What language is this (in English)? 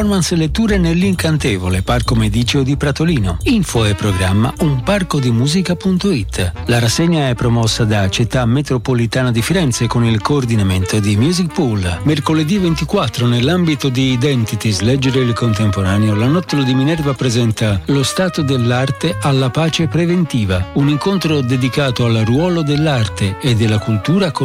Italian